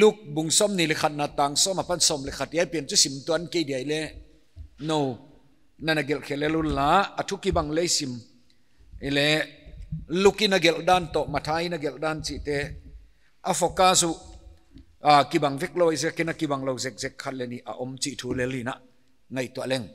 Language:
Paite Chin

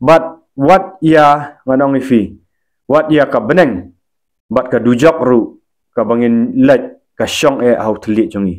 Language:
Khasi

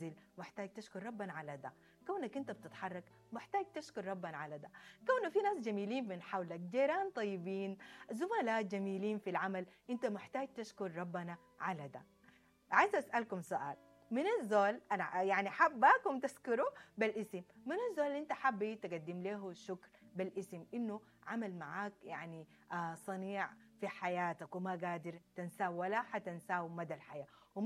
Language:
Sudanese Arabic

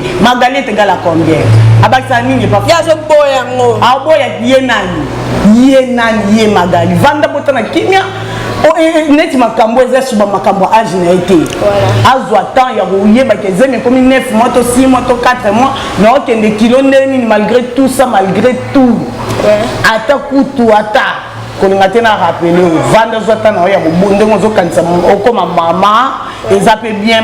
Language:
Lingala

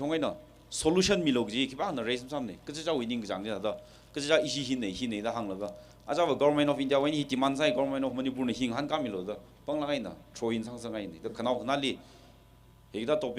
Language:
Tangkhul Naga (India)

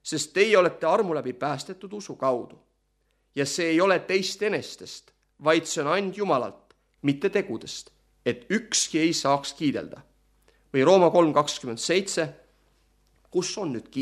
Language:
Estonian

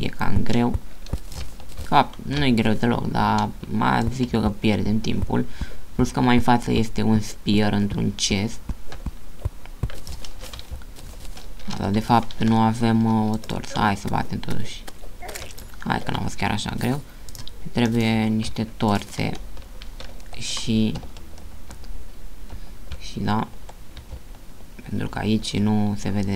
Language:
Romanian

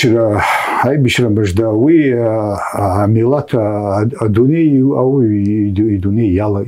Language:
Abkhazian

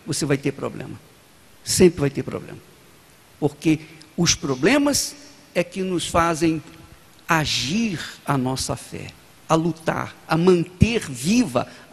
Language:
Portuguese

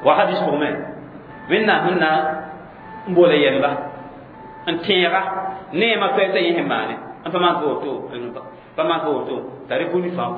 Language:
Mossi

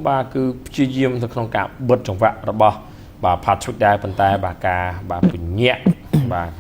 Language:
Khmer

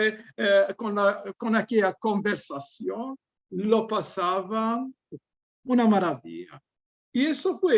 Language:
Ladino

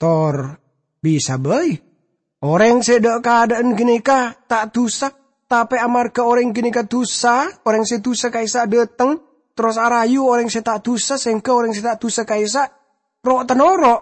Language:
Madurese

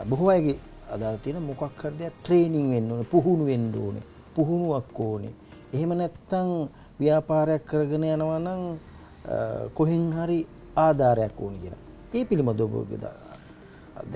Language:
Sinhala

